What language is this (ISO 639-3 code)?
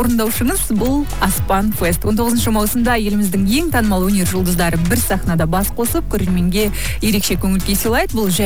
kaz